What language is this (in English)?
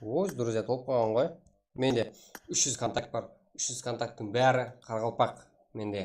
Kara-Kalpak